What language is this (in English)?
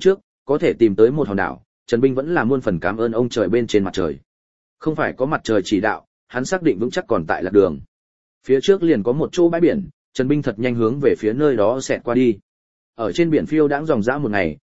Vietnamese